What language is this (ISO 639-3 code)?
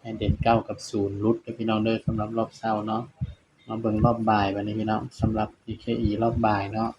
tts